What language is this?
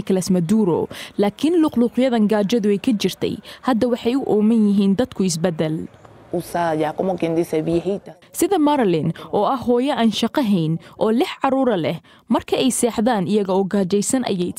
Somali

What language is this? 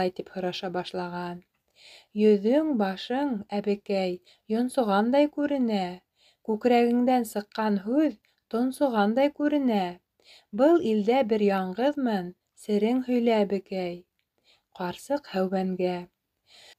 Bashkir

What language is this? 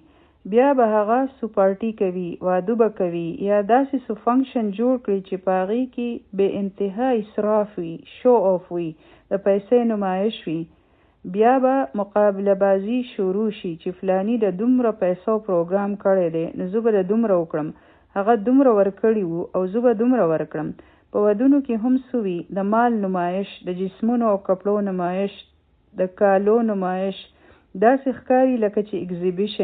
Pashto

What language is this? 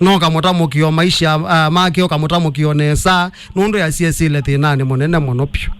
Kamba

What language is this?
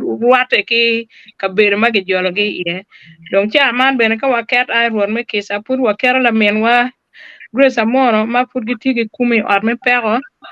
Acoli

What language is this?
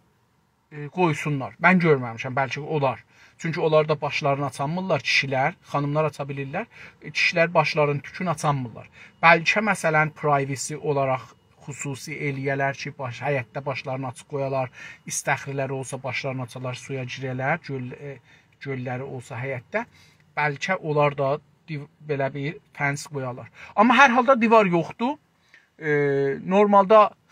South Azerbaijani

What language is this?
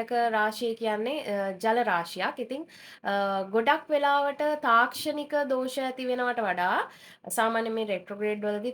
Sinhala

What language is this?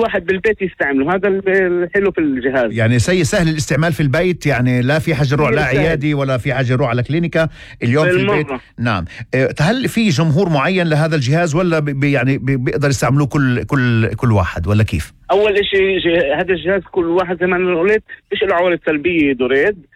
North Levantine Arabic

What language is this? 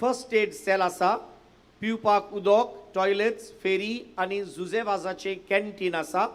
Konkani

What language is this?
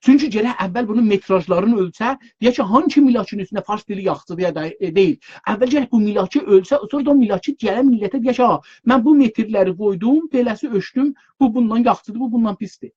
South Azerbaijani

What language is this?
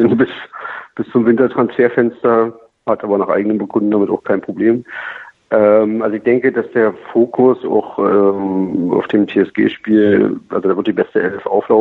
German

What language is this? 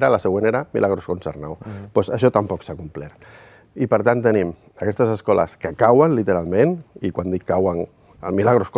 Catalan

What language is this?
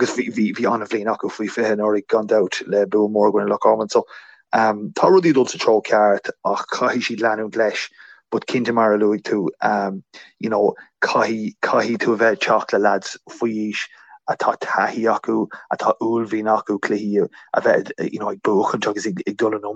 Irish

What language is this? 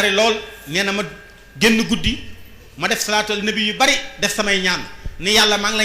Wolof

